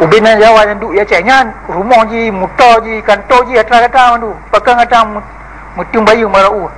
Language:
Achinese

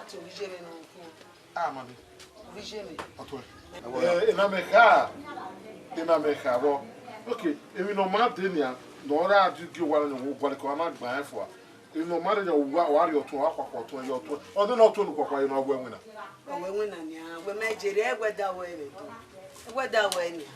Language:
Bini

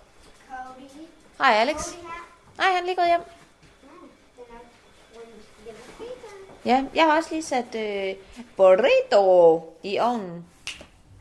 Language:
Danish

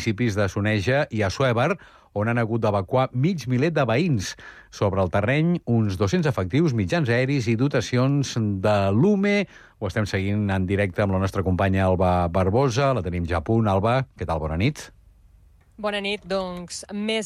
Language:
Catalan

